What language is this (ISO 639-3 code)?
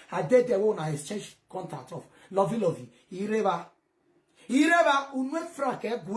pcm